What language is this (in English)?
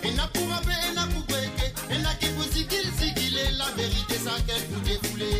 Morisyen